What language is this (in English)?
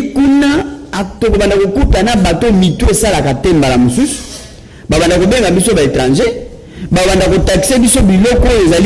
Lingala